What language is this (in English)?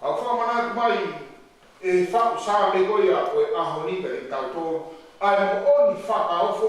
Tongan